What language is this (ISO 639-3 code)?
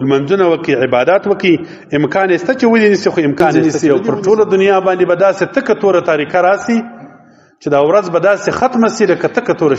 pus